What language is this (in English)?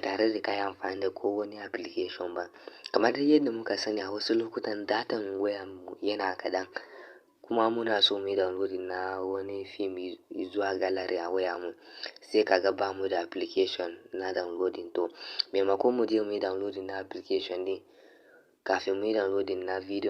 Hausa